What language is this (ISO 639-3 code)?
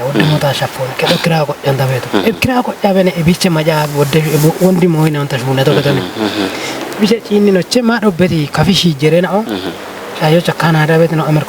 kbr